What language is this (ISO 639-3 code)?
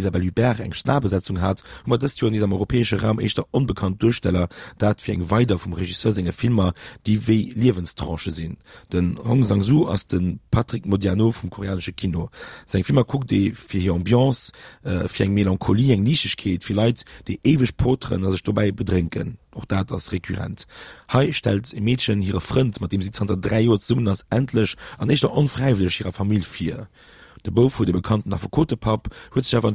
ltz